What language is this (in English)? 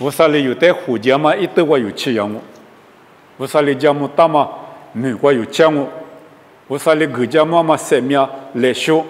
Lisu